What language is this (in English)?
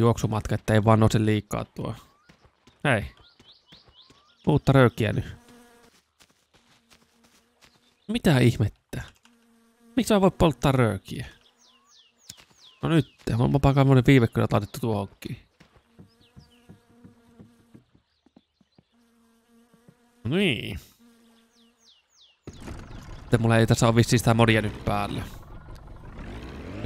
Finnish